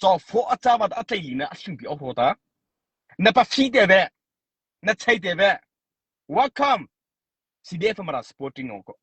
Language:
Mara Chin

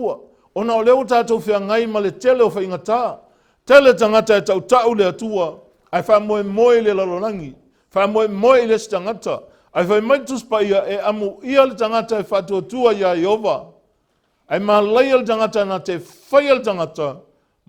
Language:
Samoan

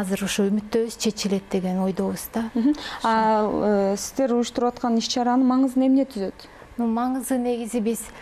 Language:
Kyrgyz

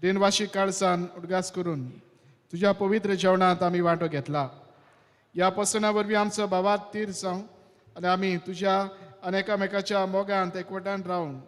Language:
Konkani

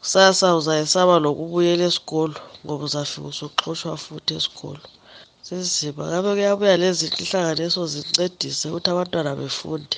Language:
North Ndebele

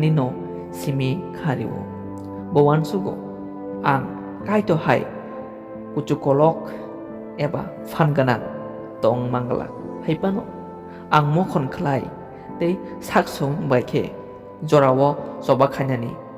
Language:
Kok Borok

